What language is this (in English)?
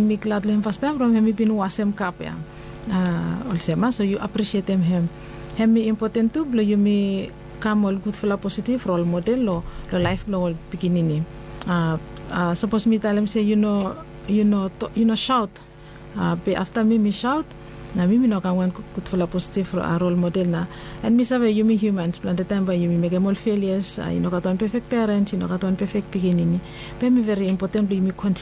Bislama